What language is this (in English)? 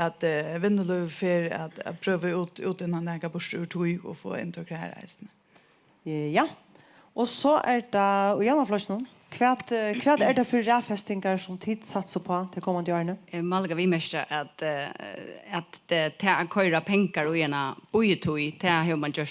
Faroese